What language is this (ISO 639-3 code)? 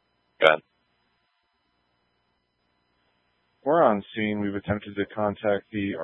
eng